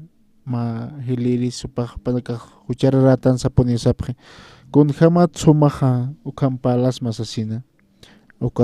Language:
Aymara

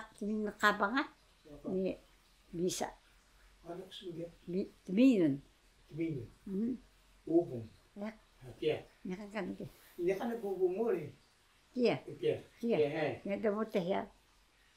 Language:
Taroko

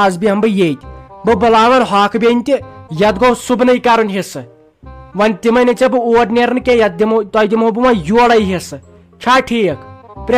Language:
Kashmiri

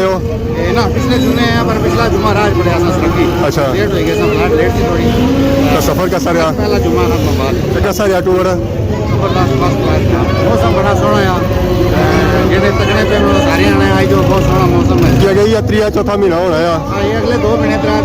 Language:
Pahari-Potwari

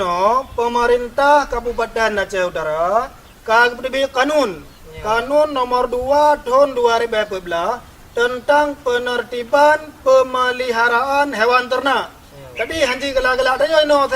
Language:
Achinese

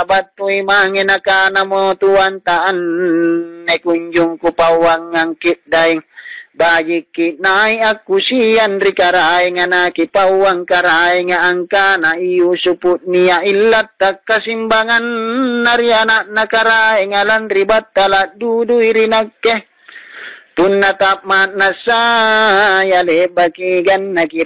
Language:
Makasar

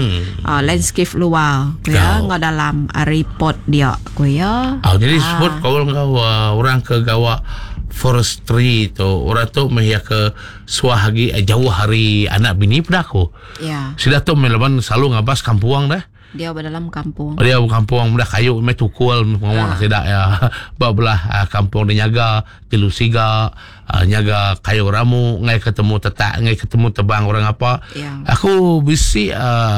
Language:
Iban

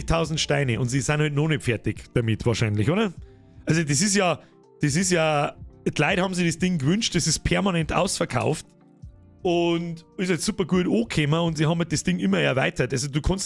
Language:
Bavarian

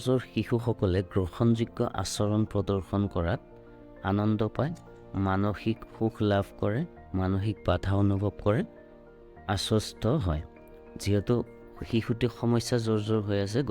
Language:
Assamese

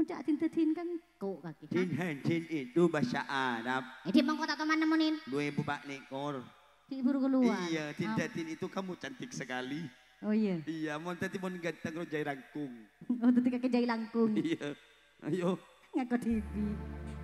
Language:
Madurese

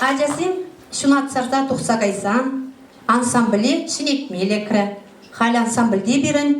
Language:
Chuvash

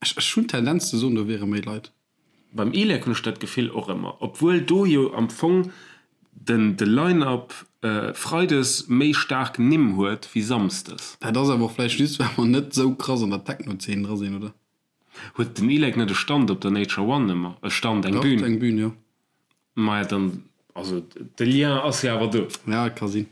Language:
Luxembourgish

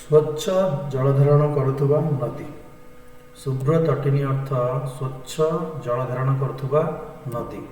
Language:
Odia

